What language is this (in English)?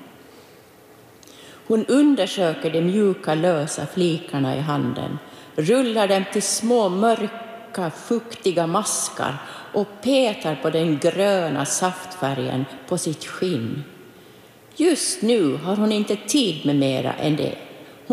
Swedish